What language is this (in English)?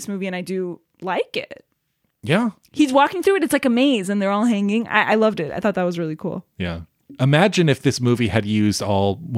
English